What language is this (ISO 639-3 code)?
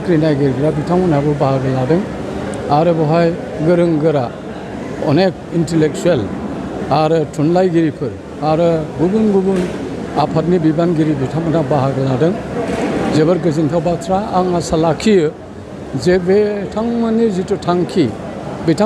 brx